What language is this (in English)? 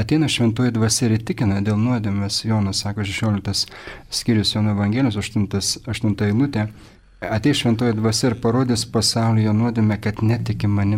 Lithuanian